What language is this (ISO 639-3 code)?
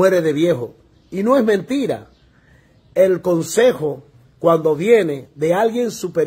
spa